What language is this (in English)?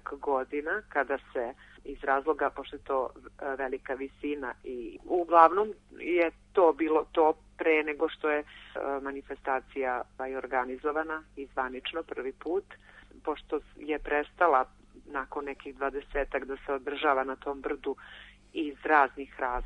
Serbian